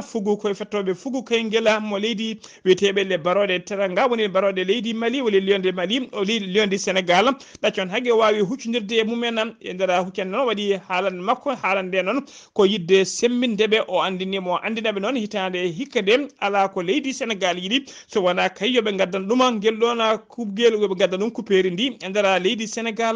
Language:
Fula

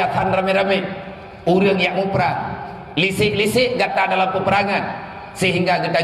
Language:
Achinese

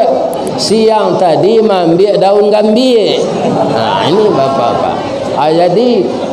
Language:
Minangkabau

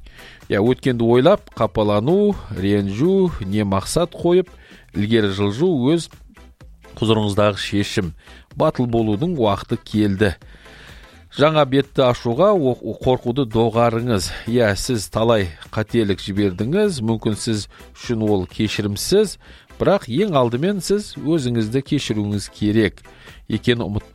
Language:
Kazakh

